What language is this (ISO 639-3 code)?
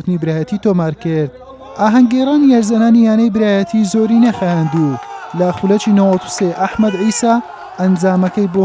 ckb